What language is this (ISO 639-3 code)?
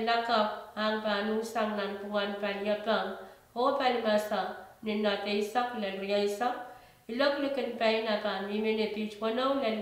pon